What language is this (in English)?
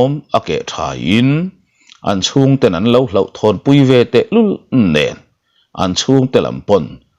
Mizo